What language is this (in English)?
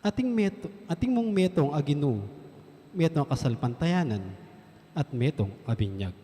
Pampanga